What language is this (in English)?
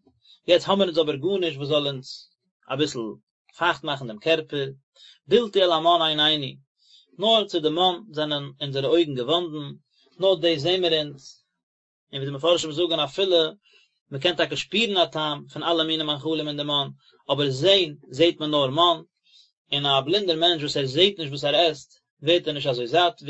Yiddish